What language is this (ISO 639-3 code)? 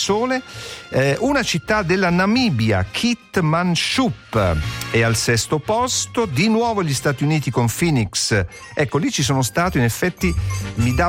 ita